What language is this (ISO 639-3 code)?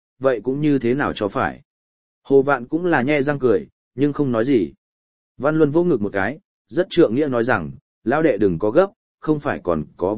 vie